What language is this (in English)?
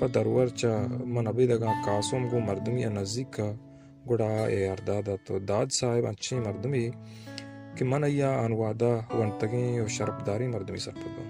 Baluchi